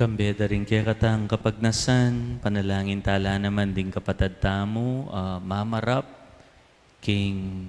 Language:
Pampanga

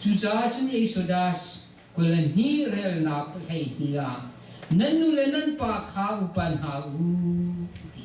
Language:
Hakha Chin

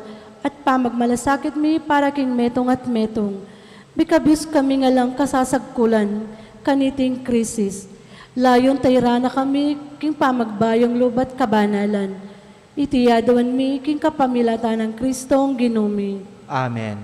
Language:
Pampanga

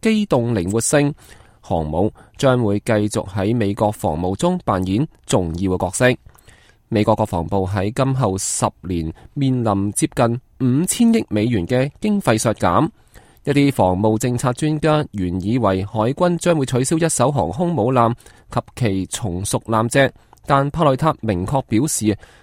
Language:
Cantonese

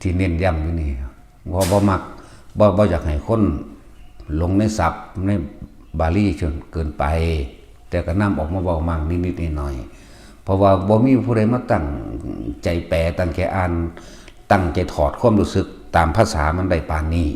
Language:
Northeastern Thai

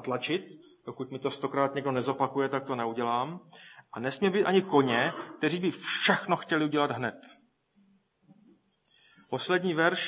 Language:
Czech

